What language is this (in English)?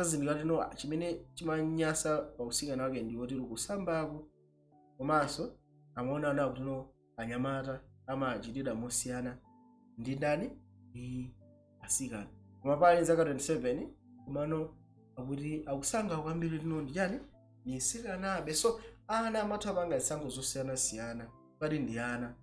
Nyanja